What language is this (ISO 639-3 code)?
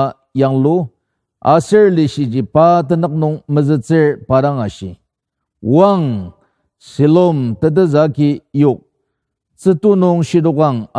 njo